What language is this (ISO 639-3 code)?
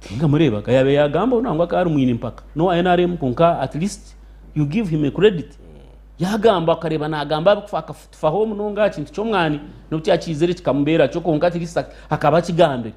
nyn